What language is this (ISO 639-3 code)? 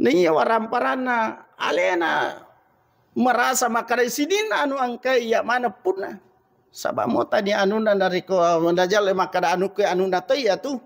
bug